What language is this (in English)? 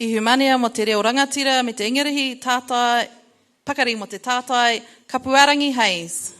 Māori